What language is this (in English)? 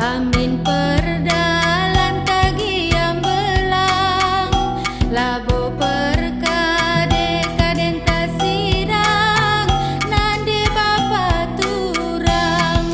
Batak Karo